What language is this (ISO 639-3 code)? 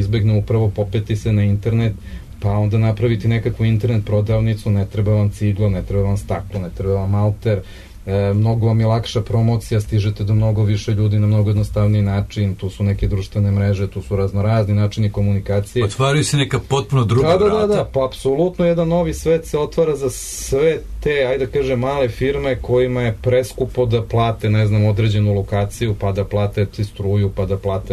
srp